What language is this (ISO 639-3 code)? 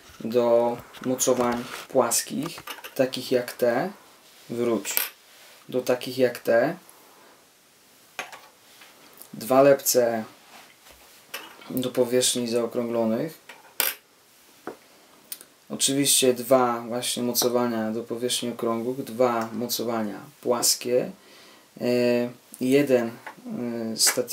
pol